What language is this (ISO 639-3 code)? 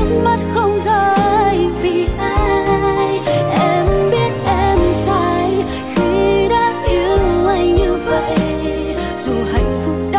vie